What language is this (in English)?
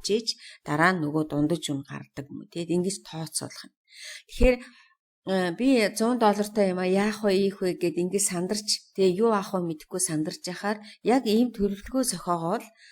Mongolian